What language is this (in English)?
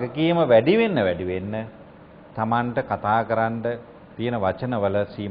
Sinhala